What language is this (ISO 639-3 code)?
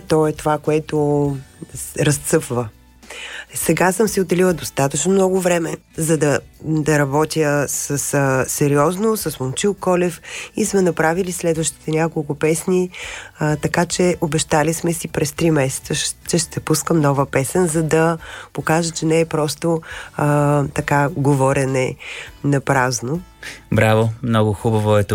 bul